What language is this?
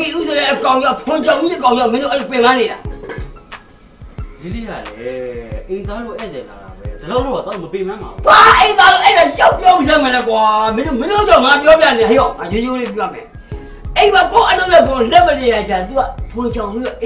Burmese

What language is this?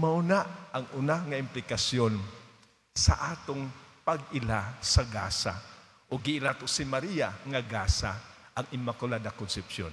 Cebuano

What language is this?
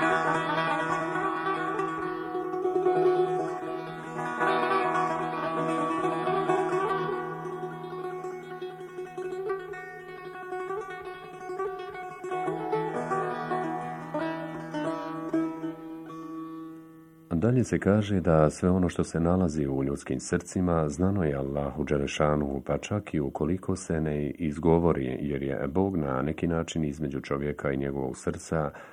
Bosnian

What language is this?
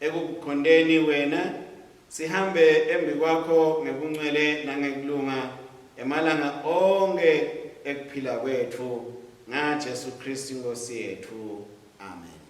Swati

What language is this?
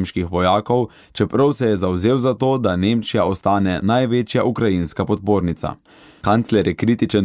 Slovenian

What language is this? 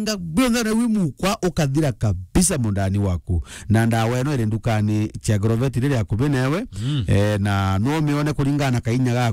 Meru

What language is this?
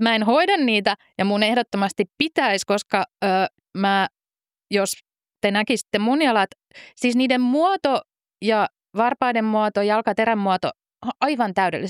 Finnish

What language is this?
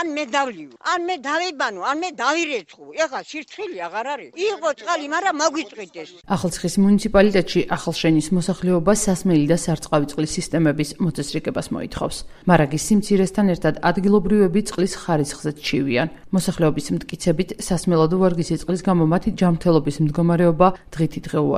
Georgian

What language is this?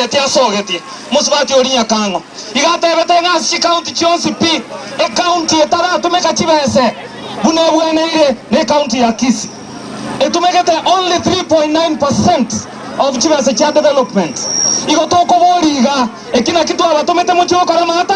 Gusii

